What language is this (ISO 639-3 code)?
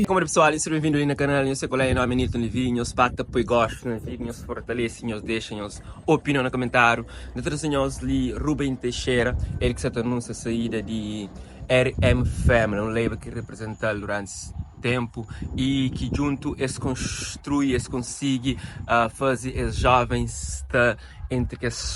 kea